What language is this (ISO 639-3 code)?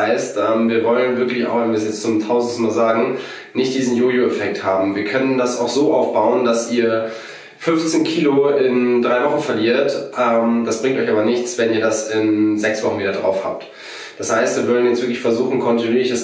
deu